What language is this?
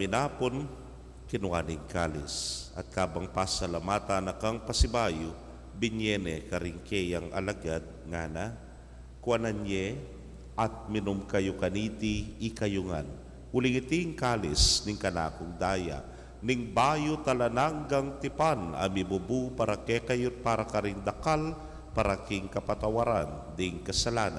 Pampanga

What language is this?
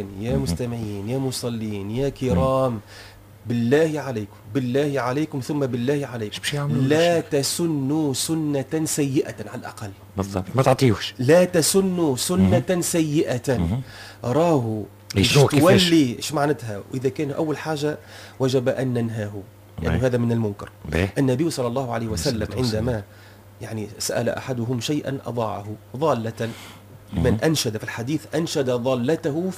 Tunisian Arabic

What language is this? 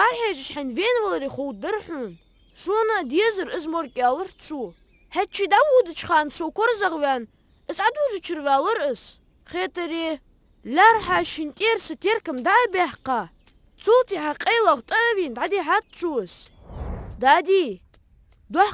Ingush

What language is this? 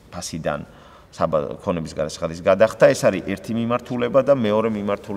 Georgian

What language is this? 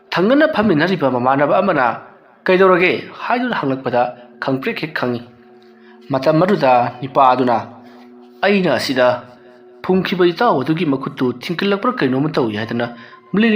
Manipuri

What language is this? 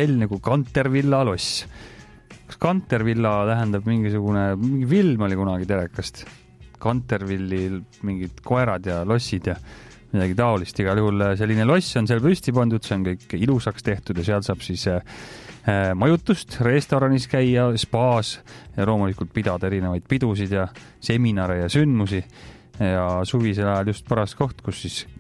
Estonian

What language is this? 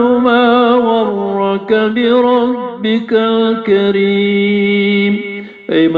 Maranao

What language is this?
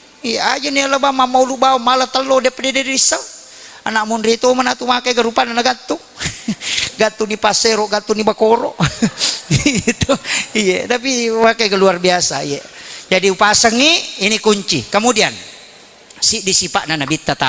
Buginese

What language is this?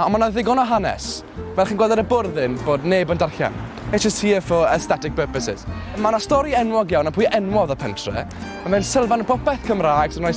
Welsh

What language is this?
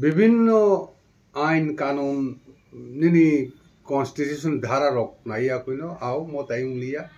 Kok Borok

